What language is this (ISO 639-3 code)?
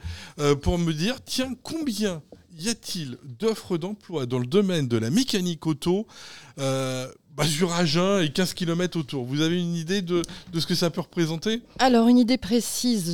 fra